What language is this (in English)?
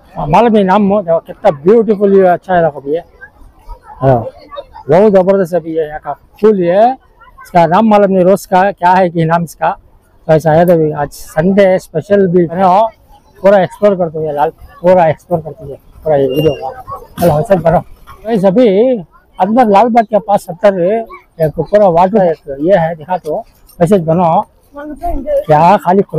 Hindi